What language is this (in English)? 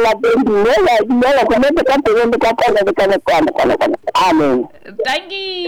Southern Sotho